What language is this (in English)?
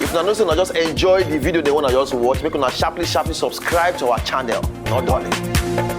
Nigerian Pidgin